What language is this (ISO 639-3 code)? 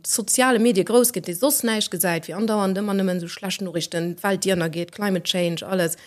ltz